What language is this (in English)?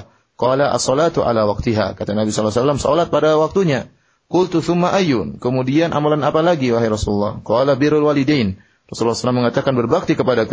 Indonesian